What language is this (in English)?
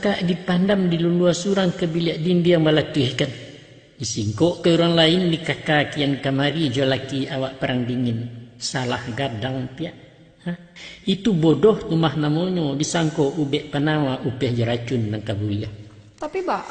Minangkabau